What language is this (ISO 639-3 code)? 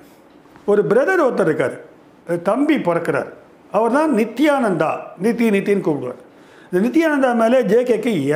tam